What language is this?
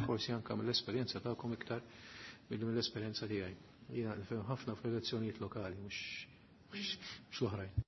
Maltese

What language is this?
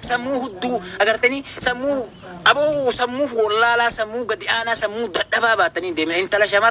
Oromo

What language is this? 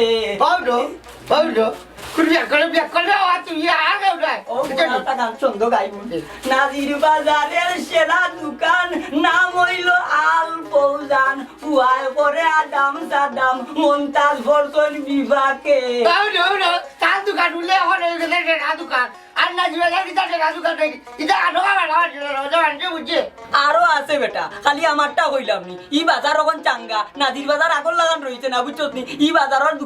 Sylheti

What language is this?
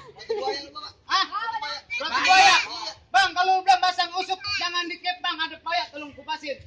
Betawi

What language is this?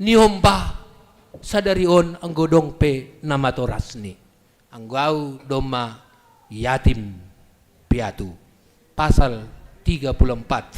Batak Simalungun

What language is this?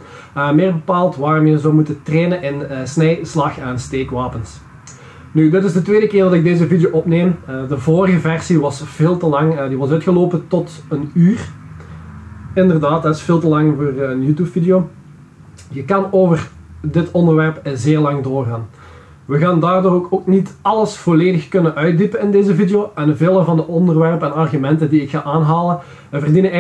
Dutch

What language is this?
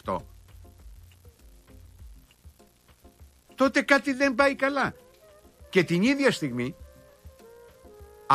Greek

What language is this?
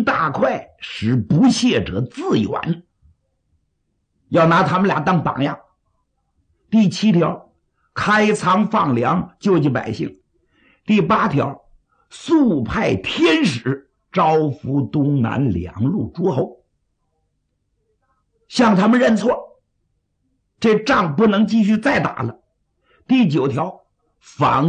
Chinese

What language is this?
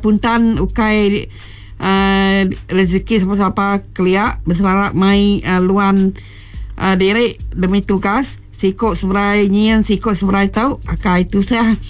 Iban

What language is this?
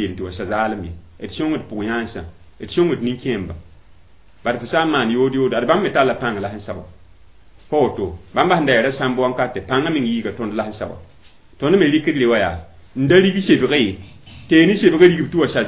Mossi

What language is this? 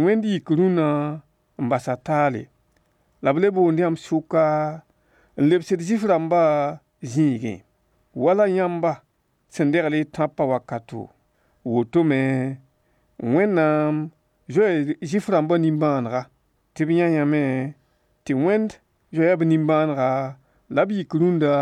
Mossi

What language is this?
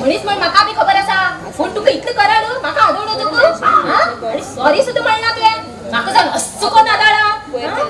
Konkani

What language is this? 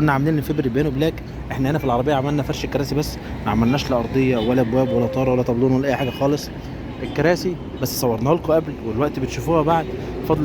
Egyptian Arabic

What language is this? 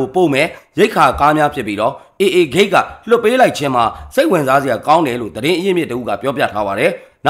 Burmese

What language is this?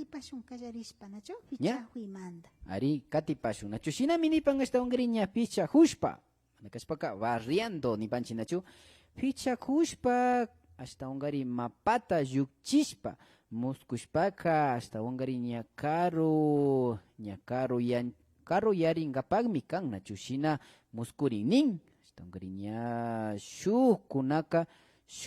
Imbabura Highland Quichua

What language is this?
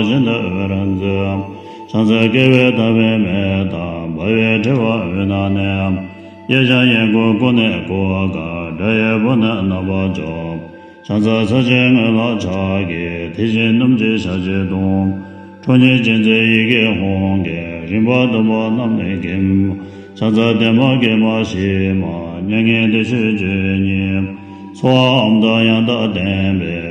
Tibetan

